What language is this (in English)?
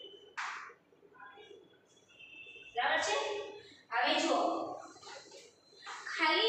Gujarati